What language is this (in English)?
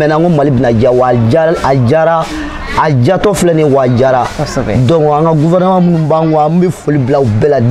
Bambara